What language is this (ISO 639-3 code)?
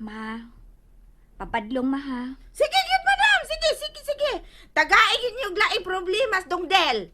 ceb